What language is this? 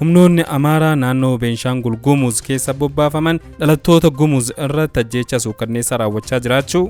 Oromo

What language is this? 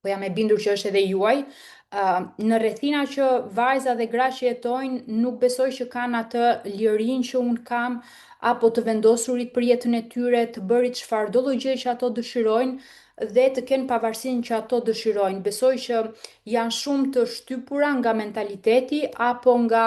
Albanian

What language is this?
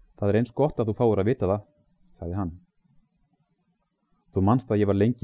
Icelandic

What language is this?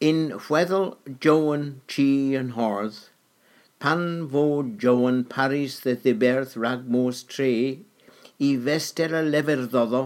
Cornish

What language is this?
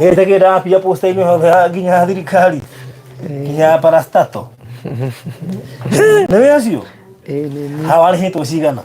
Kikuyu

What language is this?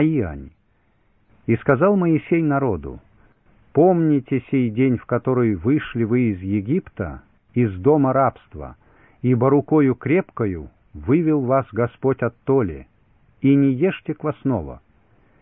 Russian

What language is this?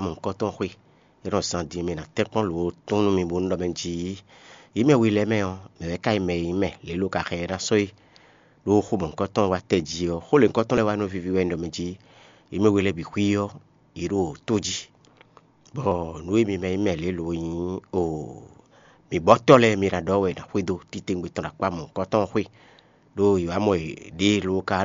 Fon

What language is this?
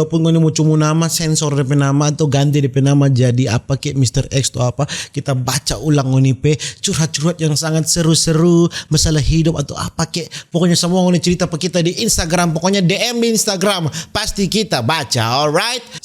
Manado Malay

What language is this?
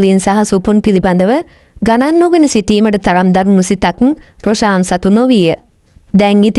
Sinhala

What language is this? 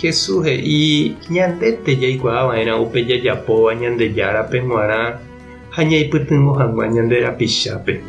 Guarani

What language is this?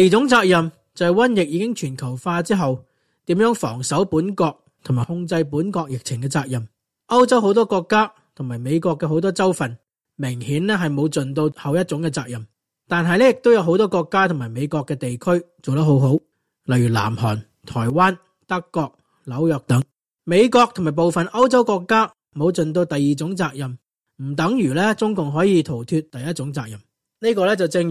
Cantonese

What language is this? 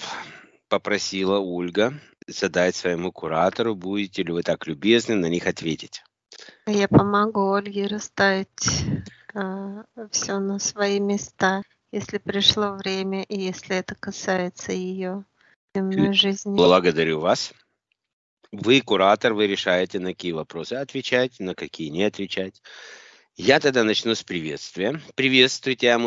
Russian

